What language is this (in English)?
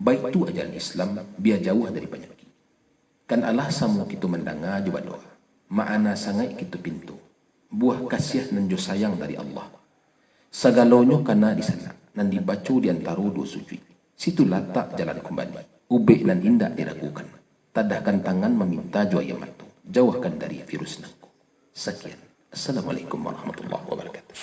Minangkabau